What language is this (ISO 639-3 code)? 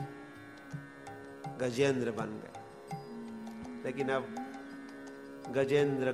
hin